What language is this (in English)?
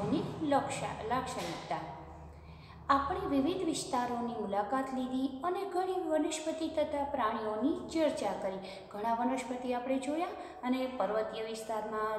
Gujarati